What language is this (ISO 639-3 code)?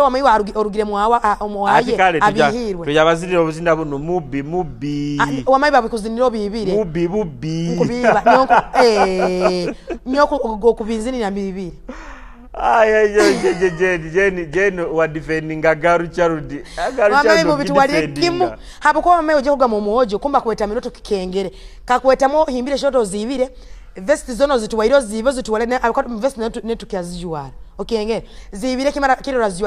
ttj